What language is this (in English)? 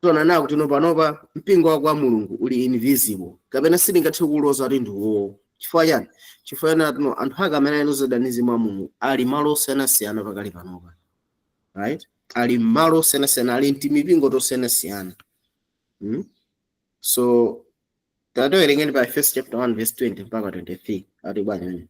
Nyanja